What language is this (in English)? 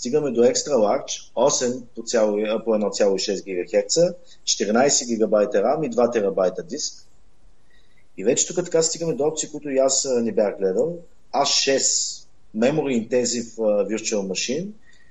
Bulgarian